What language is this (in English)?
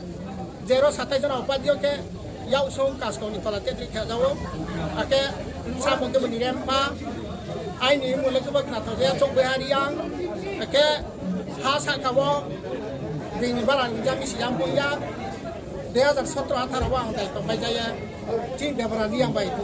Riang (India)